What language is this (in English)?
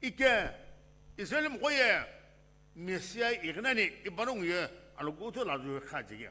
Sumi Naga